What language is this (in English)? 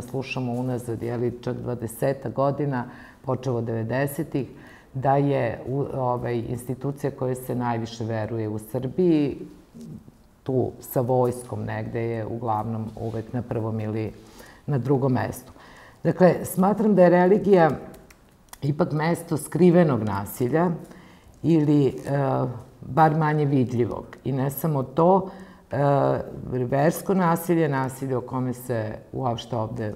Serbian